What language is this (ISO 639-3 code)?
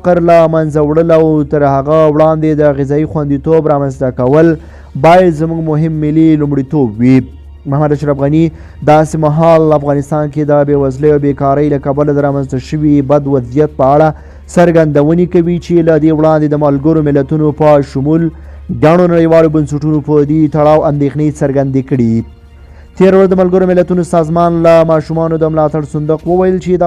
pus